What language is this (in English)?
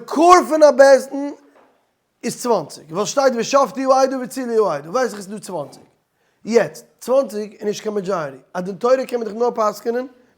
Yiddish